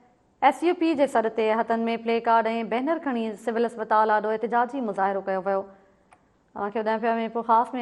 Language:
Sindhi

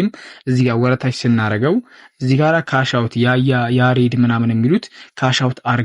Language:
Amharic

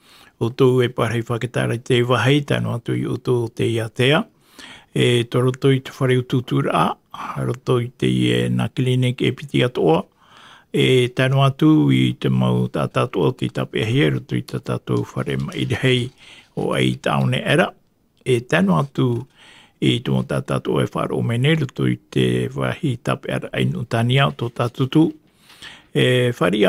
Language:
Tahitian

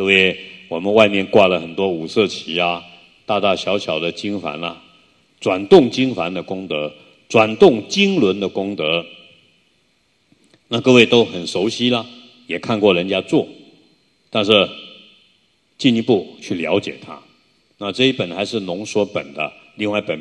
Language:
Chinese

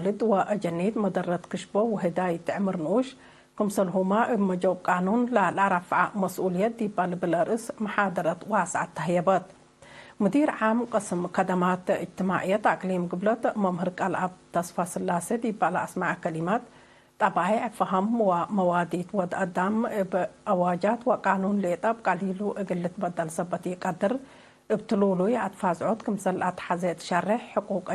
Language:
Tigre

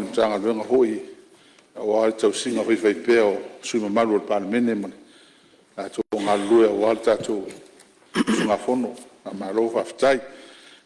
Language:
Samoan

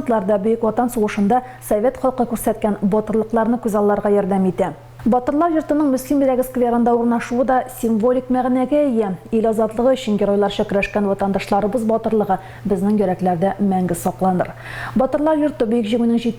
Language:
Tatar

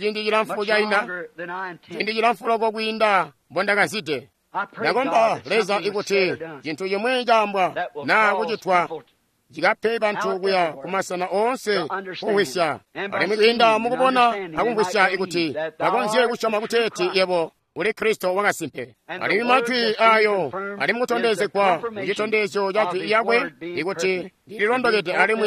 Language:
Tonga (Zambia)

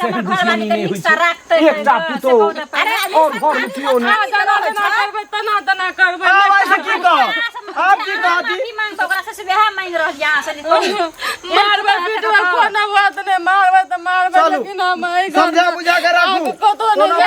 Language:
Maithili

